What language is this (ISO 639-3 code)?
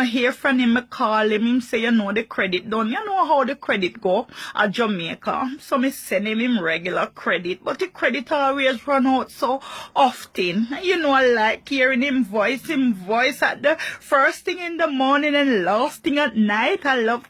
jam